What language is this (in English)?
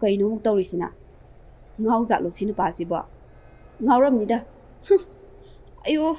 Manipuri